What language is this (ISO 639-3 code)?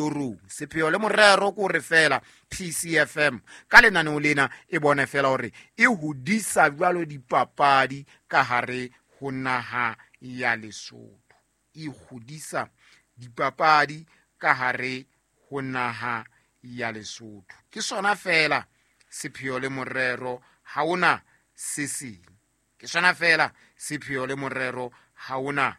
sot